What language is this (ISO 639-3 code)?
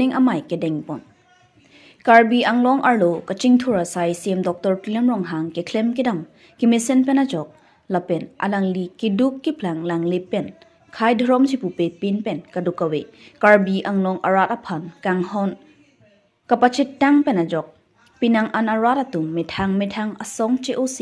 mjw